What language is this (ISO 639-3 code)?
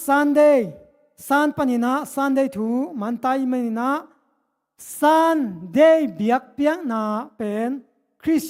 ctd